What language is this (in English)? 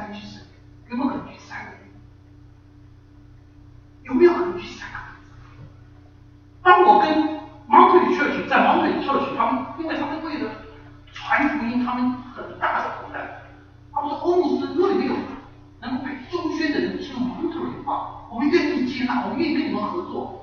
Chinese